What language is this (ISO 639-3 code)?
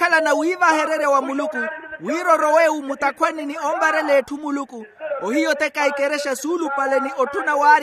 vmw